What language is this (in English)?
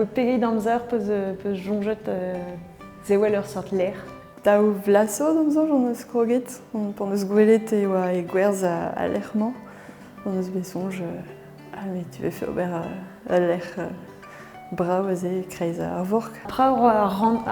Breton